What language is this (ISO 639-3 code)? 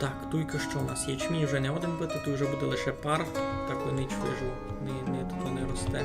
rue